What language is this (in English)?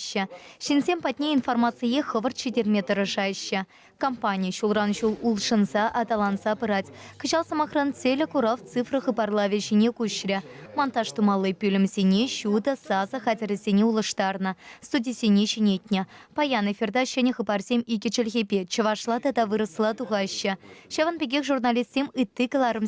Chuvash